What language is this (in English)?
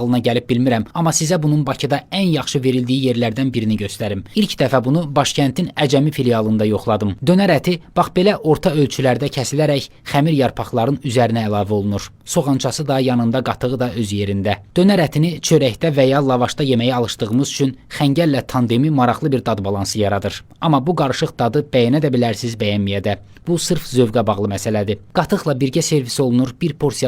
Azerbaijani